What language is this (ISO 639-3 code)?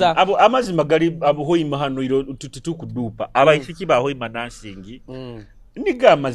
nyo